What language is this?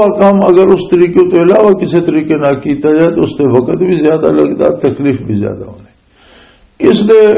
Western Panjabi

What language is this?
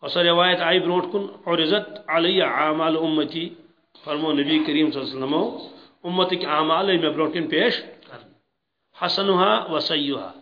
Kashmiri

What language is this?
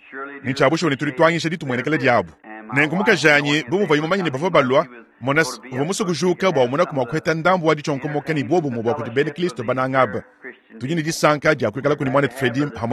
Luba-Lulua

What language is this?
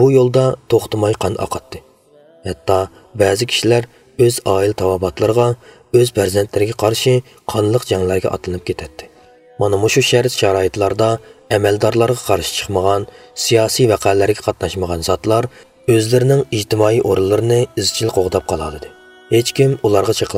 Uyghur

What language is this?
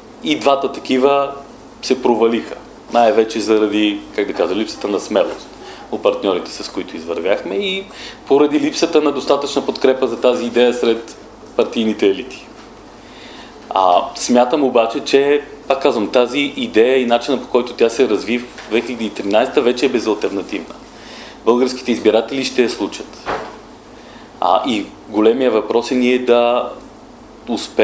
Bulgarian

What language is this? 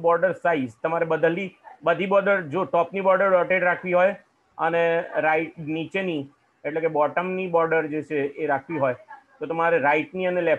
Gujarati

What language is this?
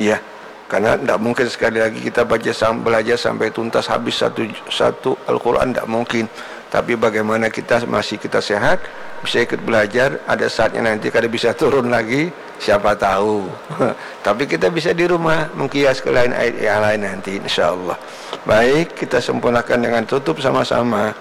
Banjar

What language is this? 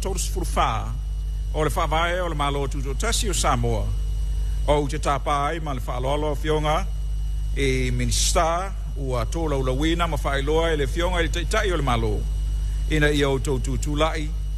Samoan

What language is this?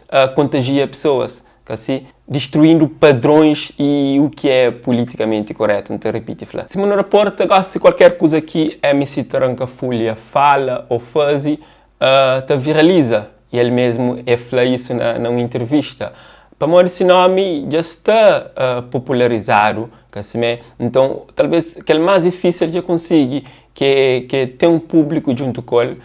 Kabuverdianu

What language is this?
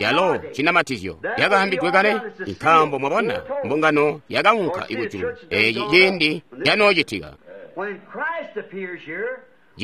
Tonga (Zambia)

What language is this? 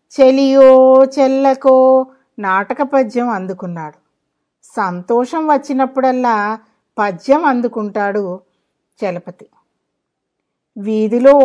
Telugu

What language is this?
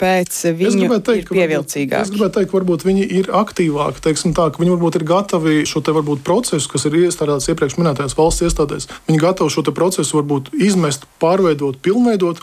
Latvian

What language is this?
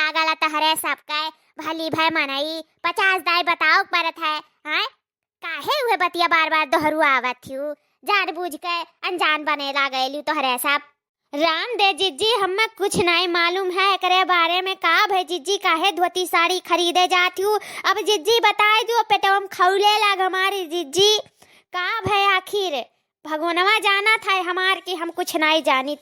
Awadhi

